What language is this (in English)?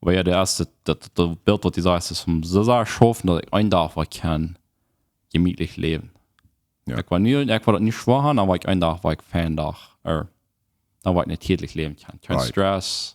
Plautdietsch